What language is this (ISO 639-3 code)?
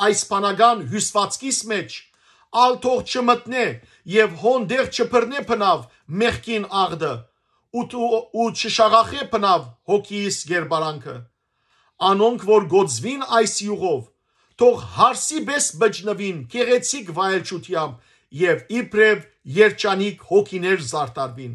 hyw